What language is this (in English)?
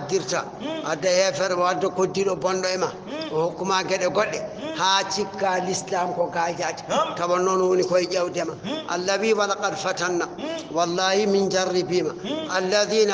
Fula